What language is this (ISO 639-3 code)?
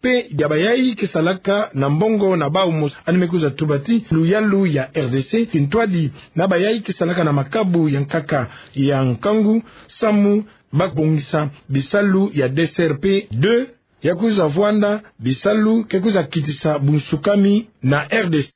ktu